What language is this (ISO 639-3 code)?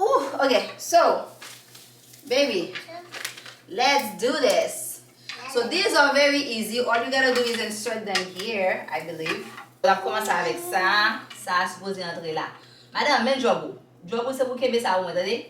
hat